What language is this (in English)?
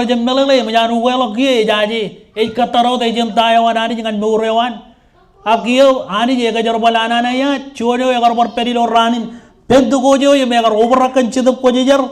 Marshallese